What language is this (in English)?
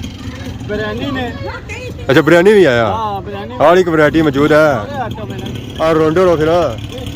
Pahari-Potwari